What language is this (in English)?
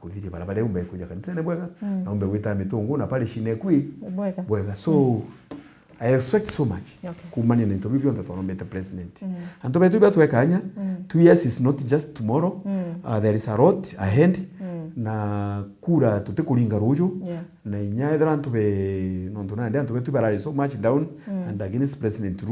Meru